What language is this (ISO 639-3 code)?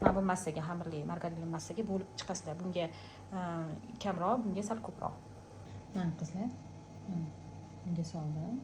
uzb